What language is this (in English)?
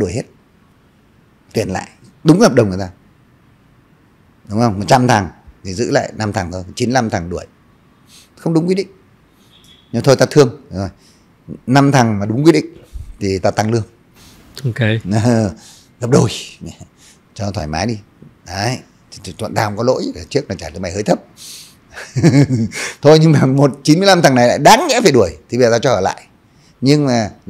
Vietnamese